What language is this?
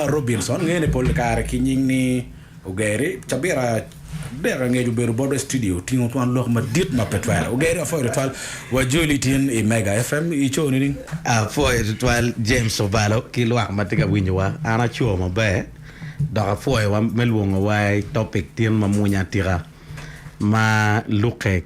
Acoli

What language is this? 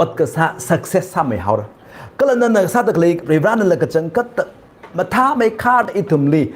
Tangkhul Naga (India)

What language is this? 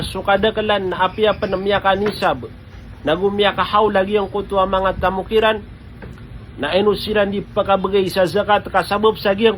Maranao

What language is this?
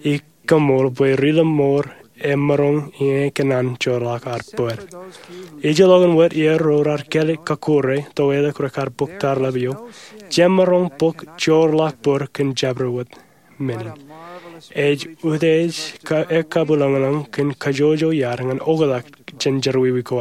Marshallese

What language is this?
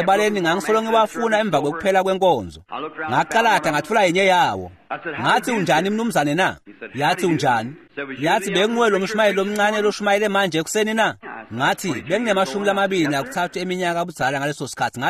Swati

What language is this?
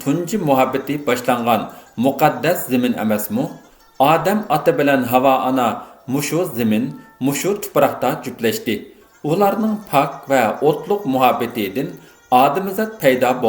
Uyghur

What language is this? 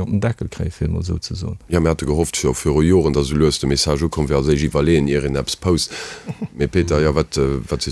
Luxembourgish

